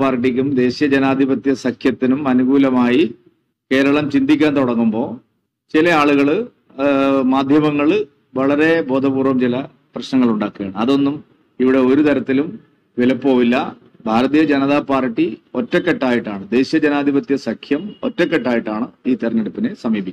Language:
Malayalam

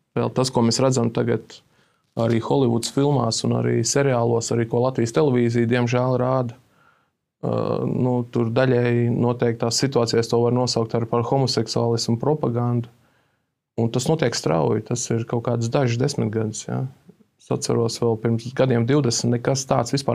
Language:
Latvian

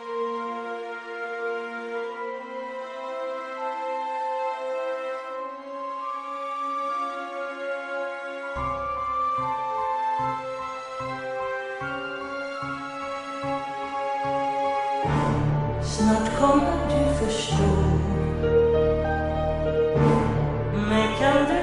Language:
Swedish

